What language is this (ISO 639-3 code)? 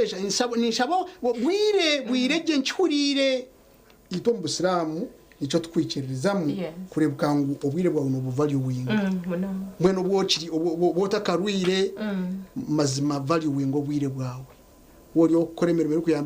nyn